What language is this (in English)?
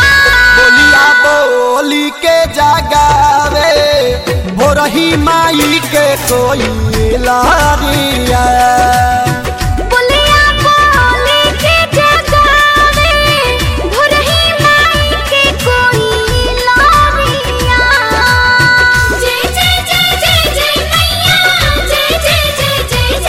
Bhojpuri